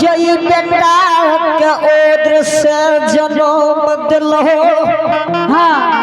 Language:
Angika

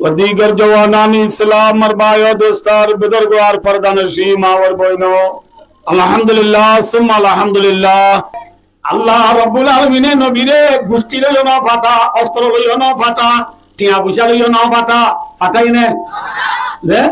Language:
Rohingya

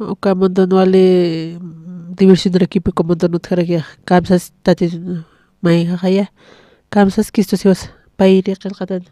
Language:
Aymara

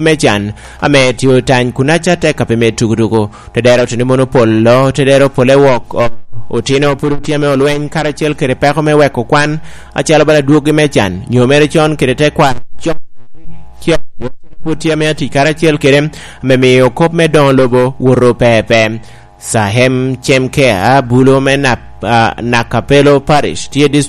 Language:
Lango (Uganda)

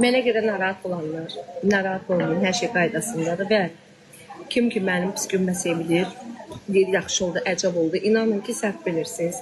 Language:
Azerbaijani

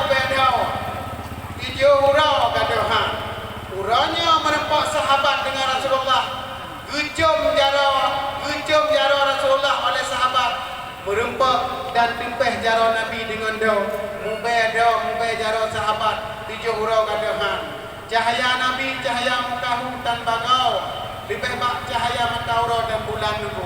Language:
Achinese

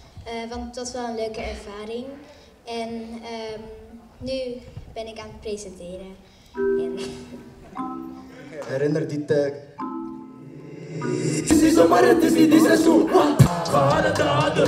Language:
Dutch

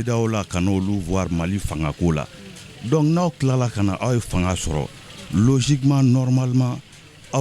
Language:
Bambara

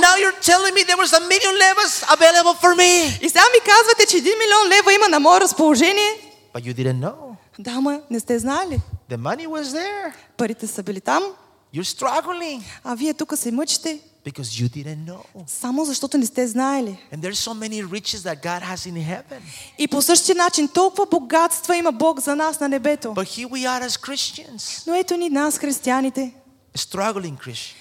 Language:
Bulgarian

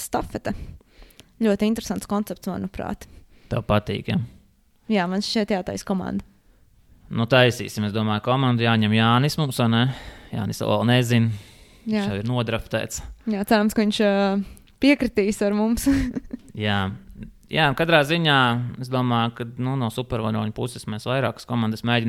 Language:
Latvian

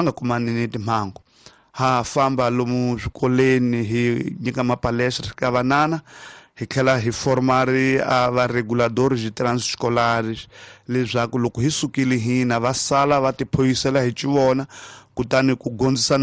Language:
Tsonga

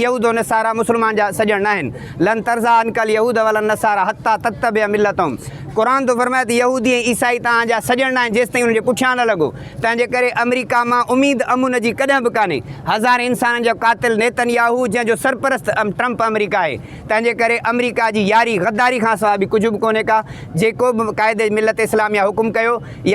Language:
Sindhi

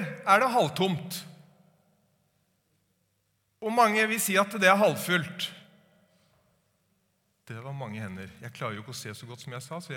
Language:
Norwegian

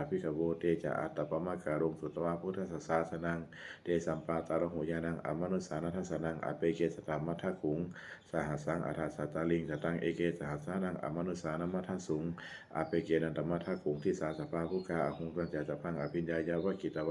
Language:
Pali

